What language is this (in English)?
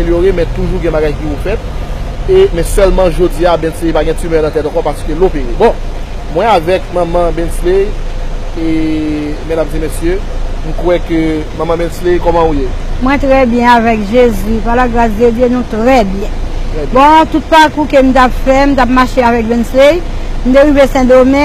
Haitian Creole